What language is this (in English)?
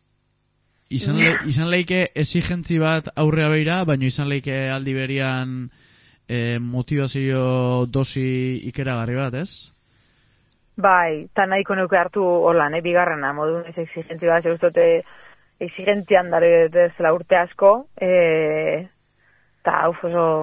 Basque